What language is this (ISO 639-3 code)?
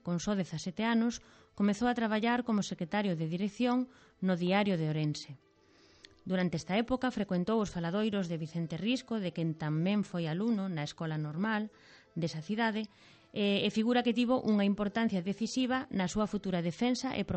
glg